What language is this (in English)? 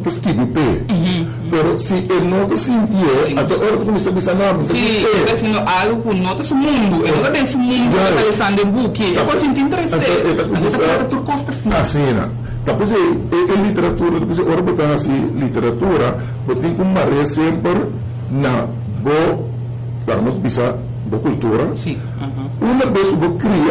Papiamento